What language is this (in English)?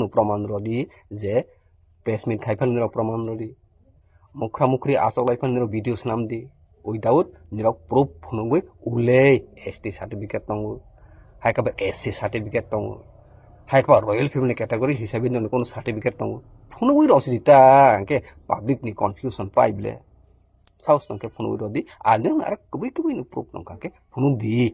Kok Borok